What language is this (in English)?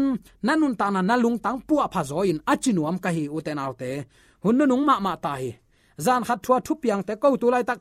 Tedim Chin